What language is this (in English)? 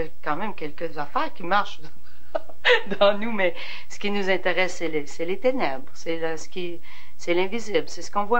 French